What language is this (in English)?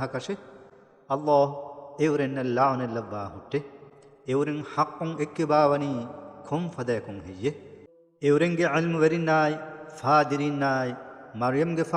Divehi